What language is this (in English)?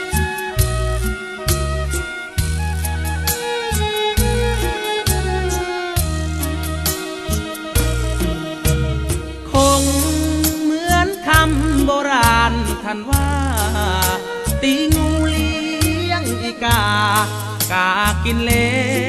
Thai